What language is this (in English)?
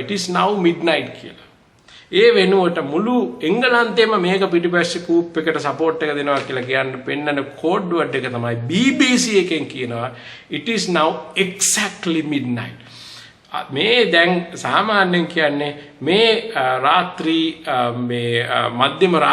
Sinhala